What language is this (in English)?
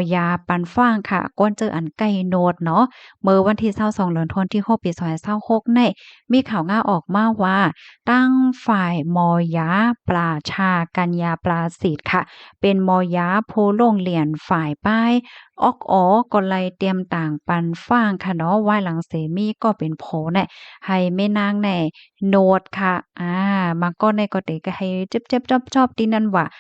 Shan